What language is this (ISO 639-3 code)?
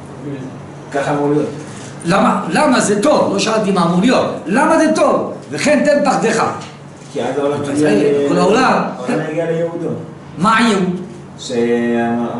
heb